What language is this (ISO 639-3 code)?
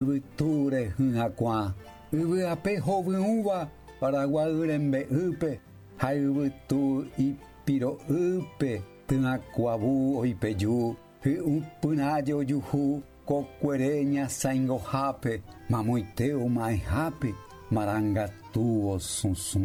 grn